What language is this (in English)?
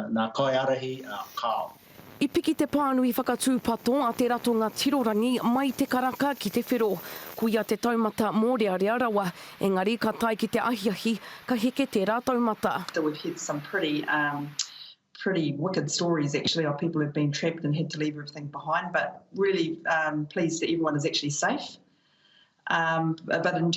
Māori